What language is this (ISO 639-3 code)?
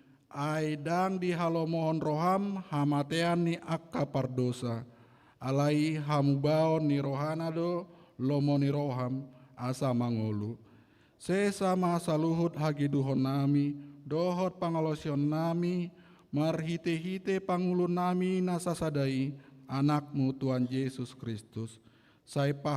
bbc